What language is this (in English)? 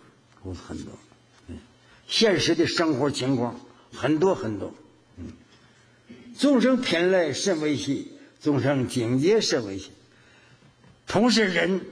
Chinese